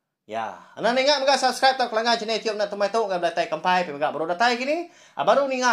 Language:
Iban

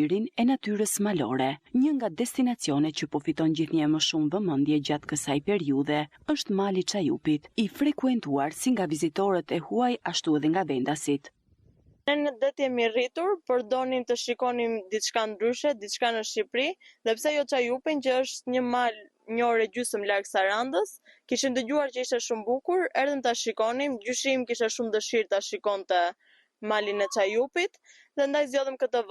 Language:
Albanian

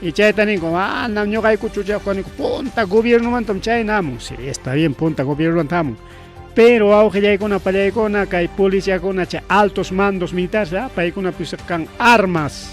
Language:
Ayacucho Quechua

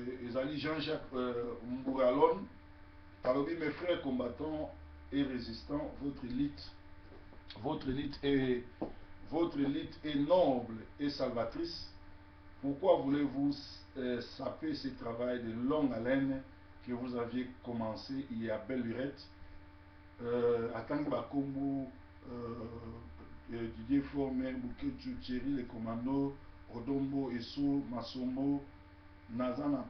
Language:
Lingala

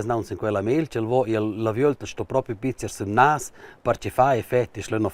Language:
Romansh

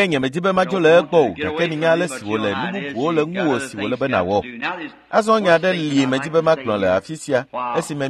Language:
Ewe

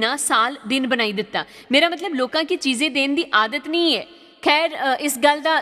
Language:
Dogri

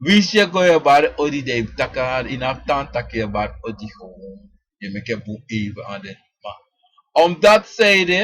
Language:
Sranan Tongo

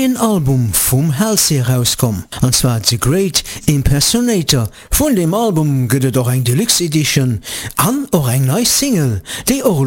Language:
Luxembourgish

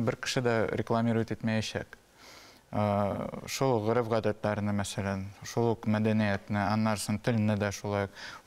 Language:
Tatar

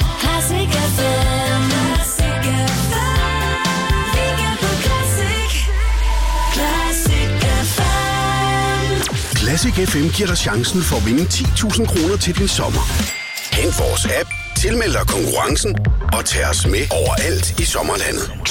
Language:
Danish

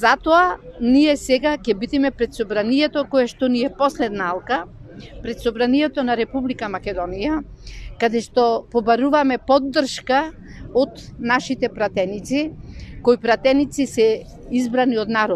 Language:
Macedonian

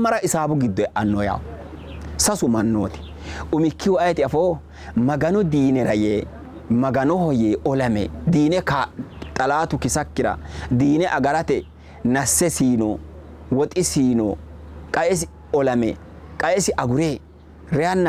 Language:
Sidamo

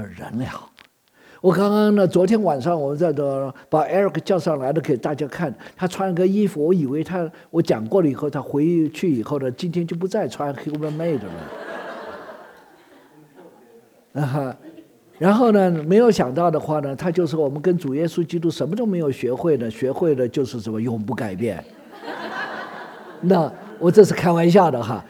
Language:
Chinese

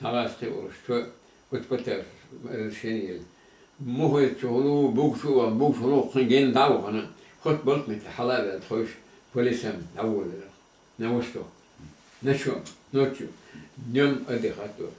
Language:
Chechen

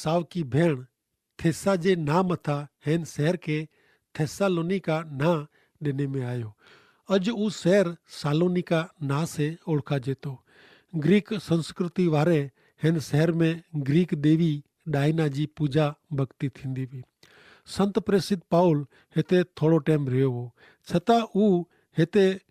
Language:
Kachhi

